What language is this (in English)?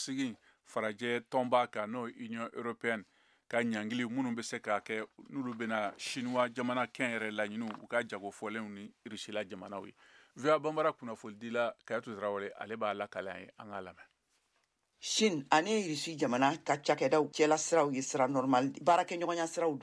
Bambara